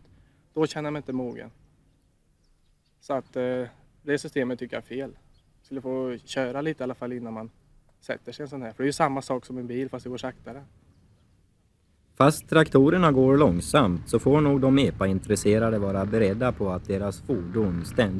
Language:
Swedish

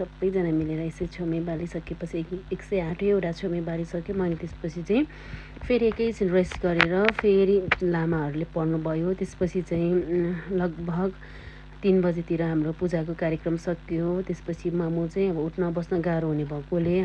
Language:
Nepali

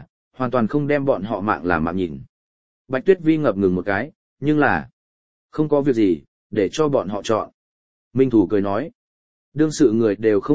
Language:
Vietnamese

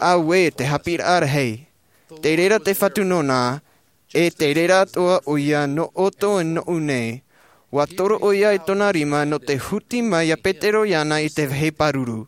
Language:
Tahitian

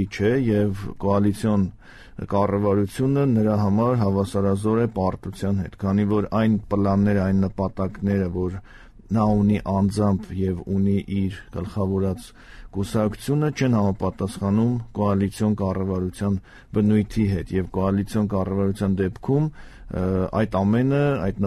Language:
Armenian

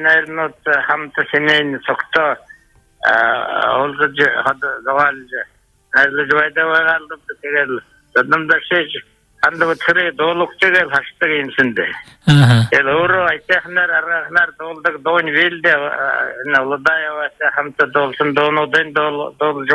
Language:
Buriat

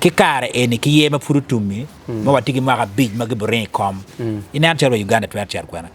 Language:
Acoli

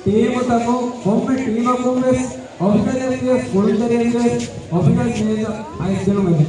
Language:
Divehi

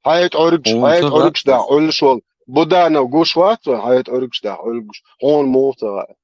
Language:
Chechen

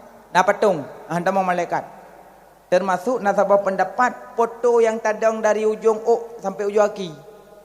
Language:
Achinese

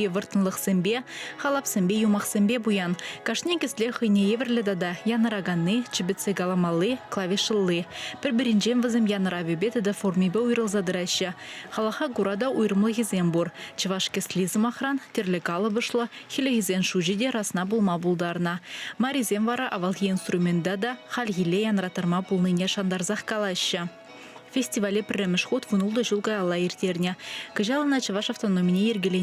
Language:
Chuvash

